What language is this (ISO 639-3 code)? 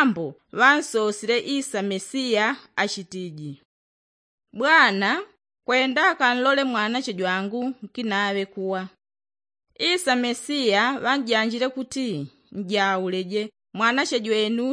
yao